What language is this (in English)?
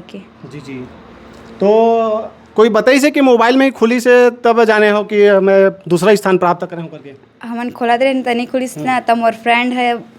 Chhattisgarhi